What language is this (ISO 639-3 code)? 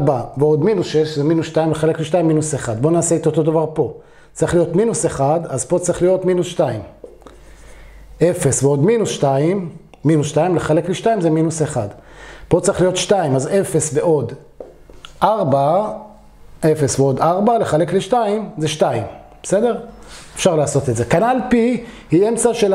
heb